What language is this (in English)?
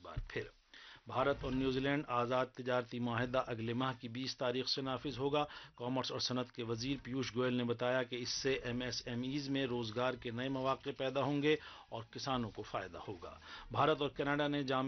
Urdu